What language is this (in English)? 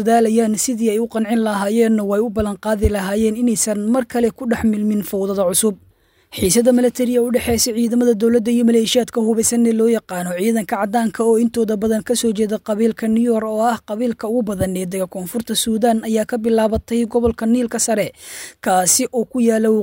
Somali